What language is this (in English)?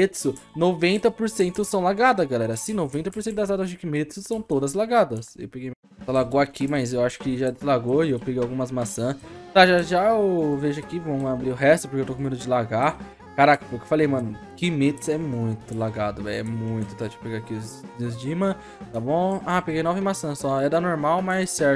Portuguese